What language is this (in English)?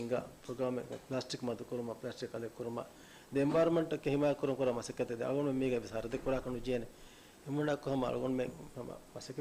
Divehi